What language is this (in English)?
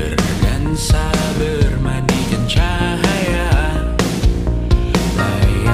Indonesian